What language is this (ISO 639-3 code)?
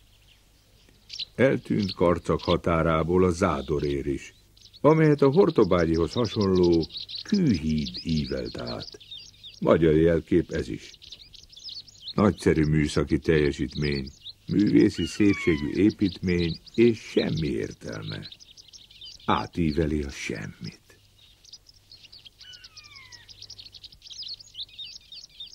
hun